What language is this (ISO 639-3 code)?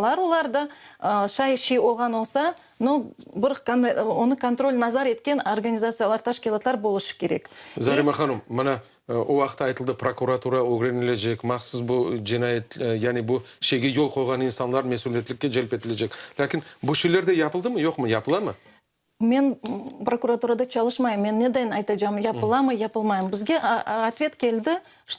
crh